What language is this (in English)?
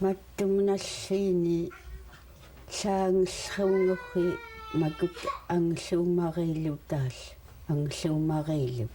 Central Yupik